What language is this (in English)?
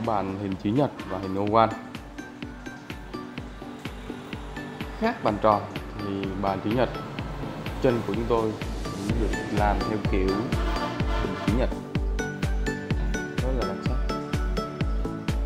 Vietnamese